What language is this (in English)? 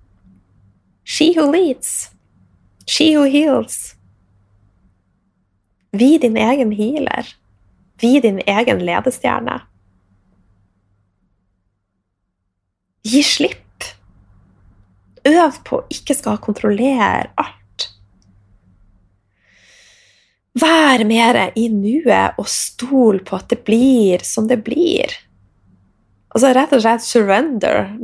Norwegian